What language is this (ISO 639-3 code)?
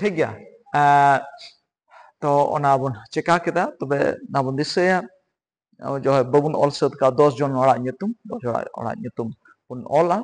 sat